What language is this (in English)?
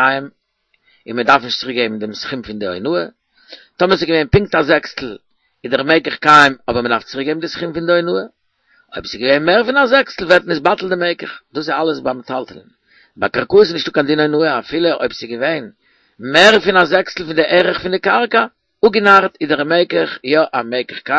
Yiddish